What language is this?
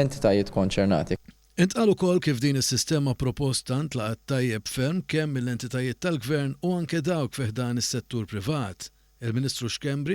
Maltese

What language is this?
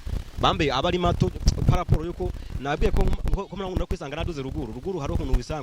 Rundi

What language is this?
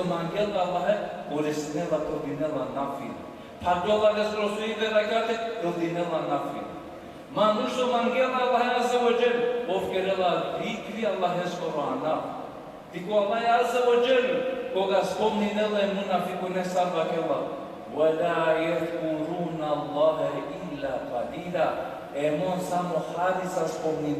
Balkan Romani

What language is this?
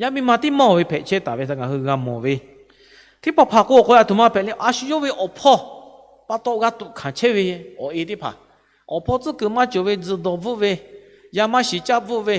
Lahu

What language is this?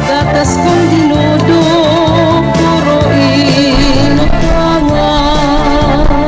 Bikol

